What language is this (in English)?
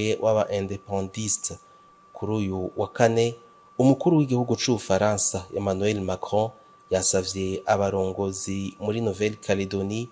Rundi